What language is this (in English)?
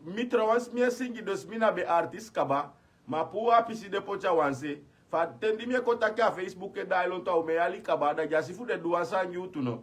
Sranan Tongo